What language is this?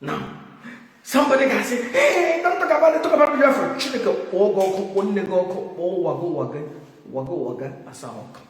Igbo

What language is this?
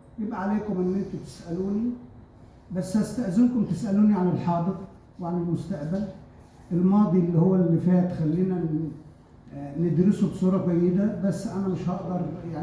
Egyptian Arabic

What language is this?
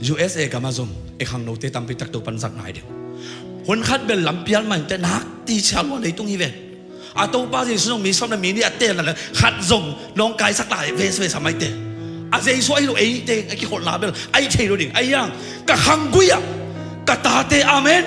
Tedim Chin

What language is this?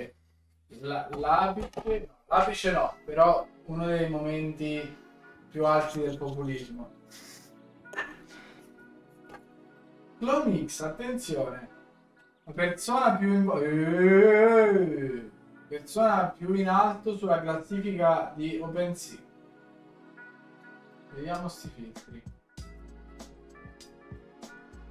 Italian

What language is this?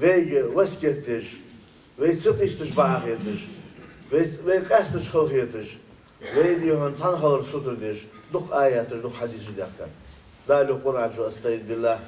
Ingush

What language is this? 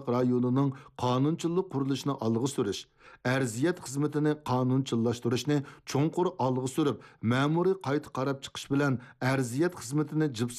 Uyghur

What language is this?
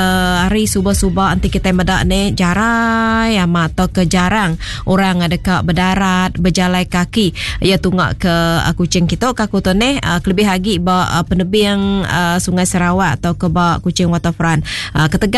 Iban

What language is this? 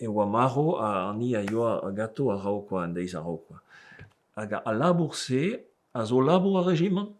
Breton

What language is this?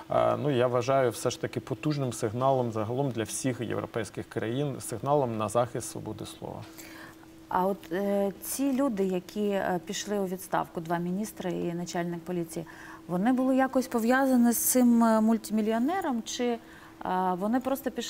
Ukrainian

